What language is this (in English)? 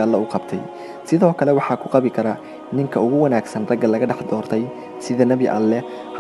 Somali